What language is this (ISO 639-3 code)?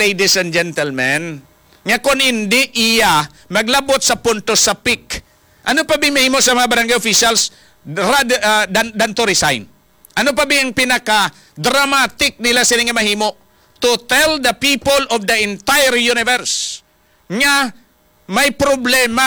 hil